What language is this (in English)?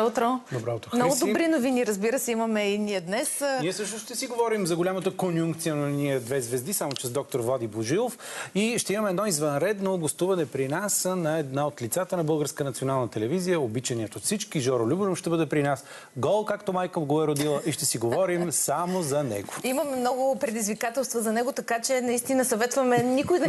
Bulgarian